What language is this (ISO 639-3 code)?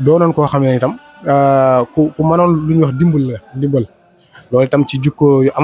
wol